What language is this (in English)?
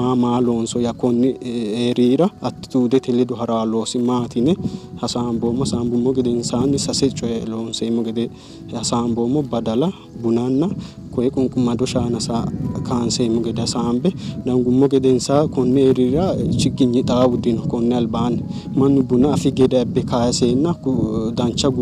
Sidamo